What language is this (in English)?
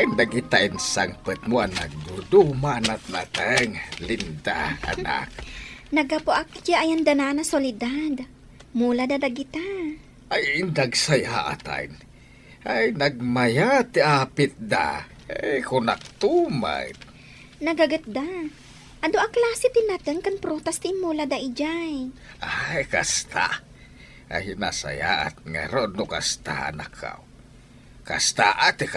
Iloko